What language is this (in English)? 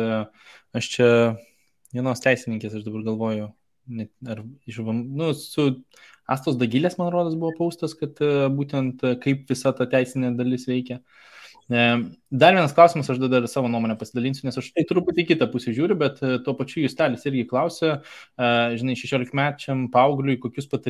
Lithuanian